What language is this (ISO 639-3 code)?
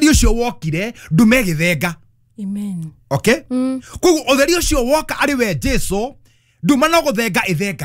kik